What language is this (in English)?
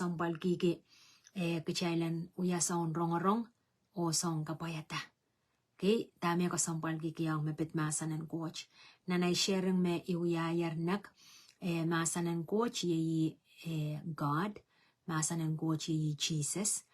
Pohnpeian